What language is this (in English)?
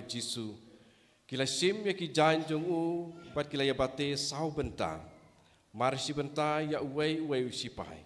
Khasi